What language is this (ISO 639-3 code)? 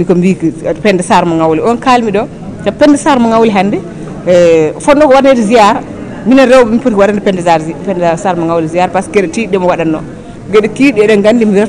ful